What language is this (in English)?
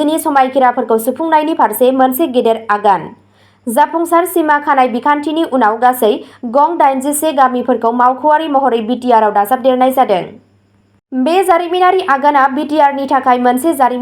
Bodo